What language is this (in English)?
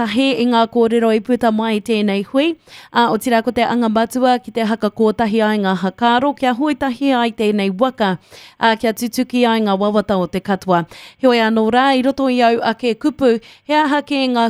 Māori